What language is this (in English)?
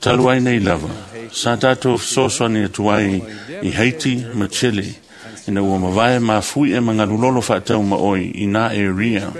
Samoan